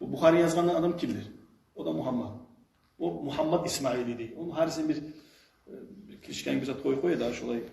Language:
Kumyk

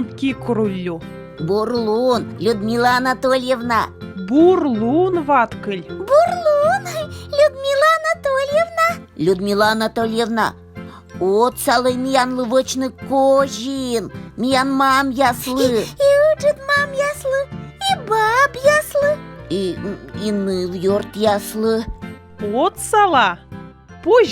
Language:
Komi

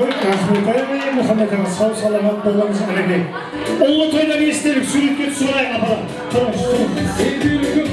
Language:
Kara-Kalpak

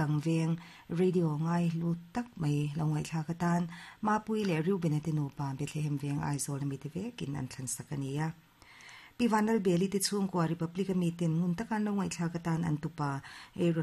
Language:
Mizo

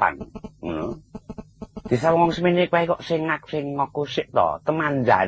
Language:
Javanese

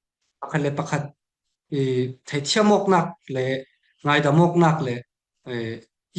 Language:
Falam Chin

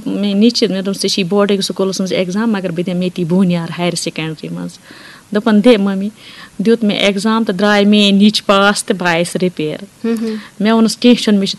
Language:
Kashmiri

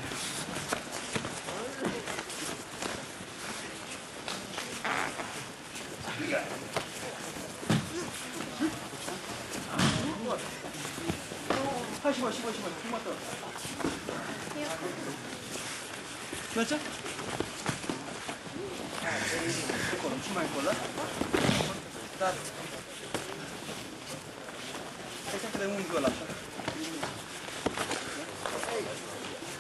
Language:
Romanian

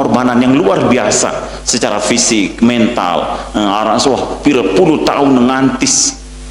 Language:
Sasak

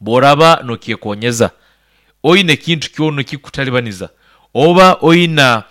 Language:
Nyankole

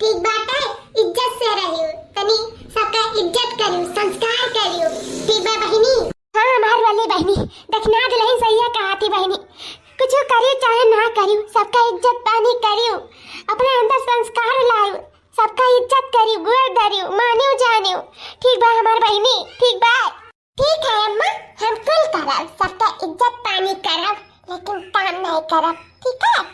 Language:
Awadhi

